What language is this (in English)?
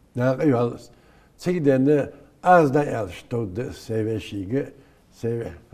Ingush